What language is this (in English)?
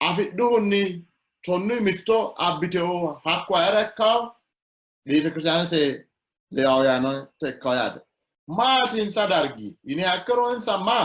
Sidamo